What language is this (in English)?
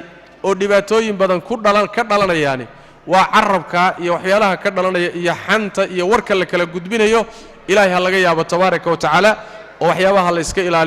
Somali